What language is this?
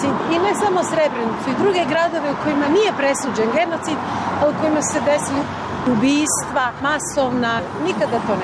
Bosnian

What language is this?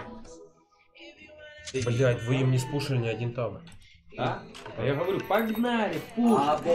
Russian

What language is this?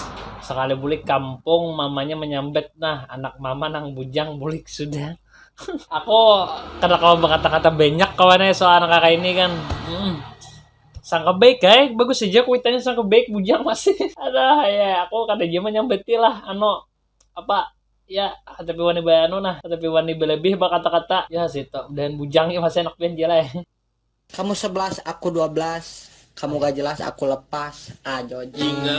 Banjar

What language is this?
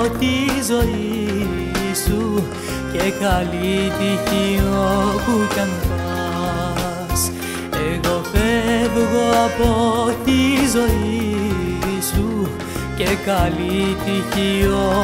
Greek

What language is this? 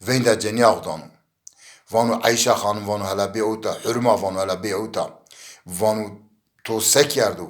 Zaza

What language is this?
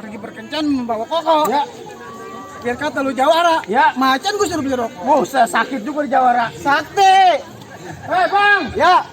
Betawi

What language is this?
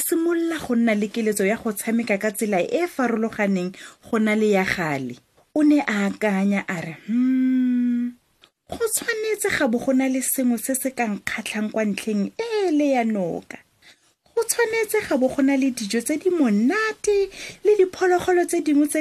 Tswana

